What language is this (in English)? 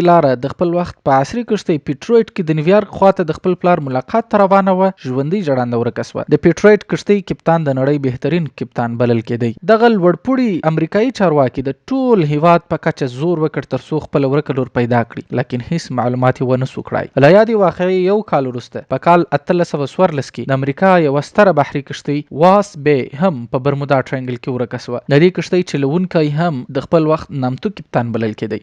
Pashto